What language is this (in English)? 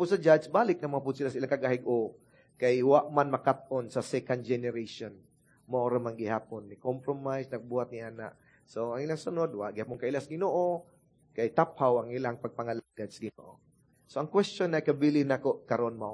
Cebuano